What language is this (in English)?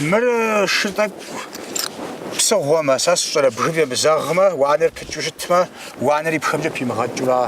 Kabardian